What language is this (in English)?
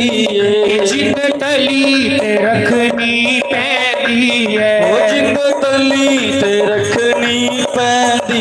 Dogri